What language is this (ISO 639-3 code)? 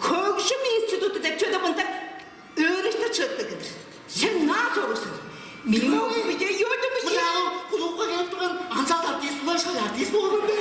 tyv